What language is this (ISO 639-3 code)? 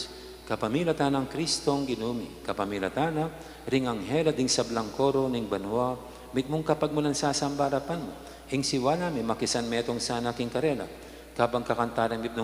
pam